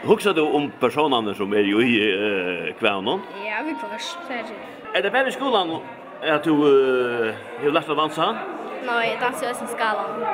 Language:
Faroese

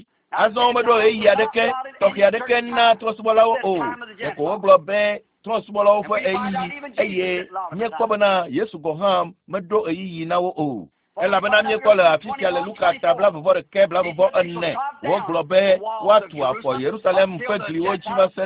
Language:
Ewe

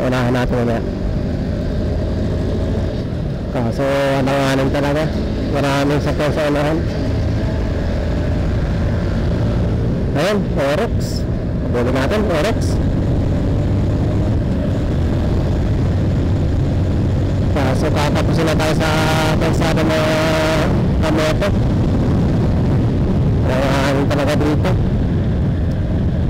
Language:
Filipino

